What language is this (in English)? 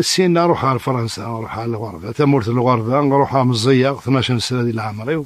Kabyle